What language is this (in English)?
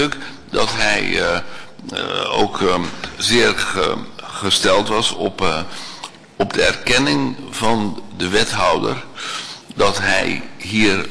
Dutch